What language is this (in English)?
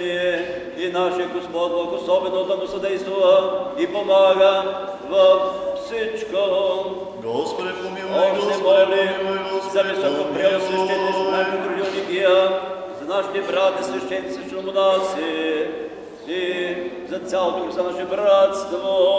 Bulgarian